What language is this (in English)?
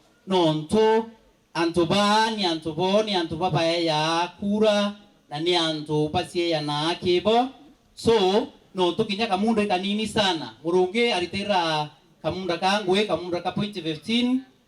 Meru